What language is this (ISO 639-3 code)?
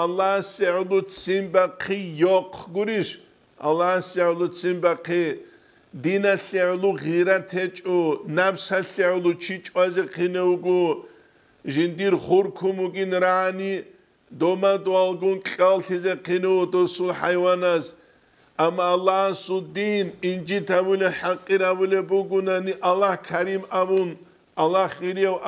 ava